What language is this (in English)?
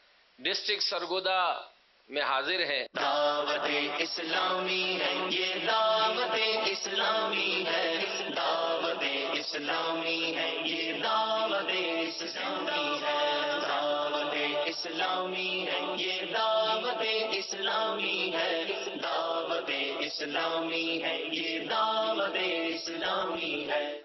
Urdu